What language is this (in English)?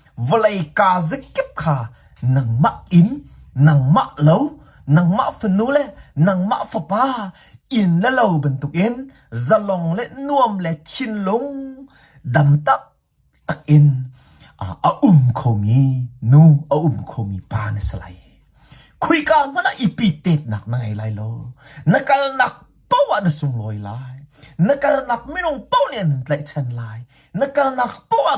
Hakha Chin